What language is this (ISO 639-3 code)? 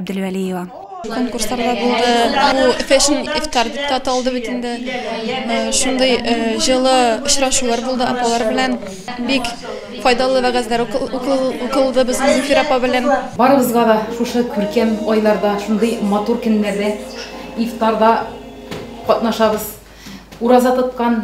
tat